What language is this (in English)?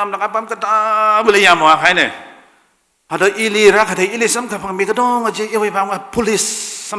Tangkhul Naga (India)